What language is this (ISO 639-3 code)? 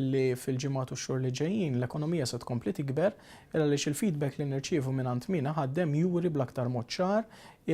mlt